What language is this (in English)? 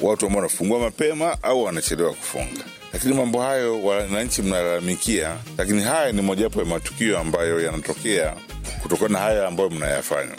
Swahili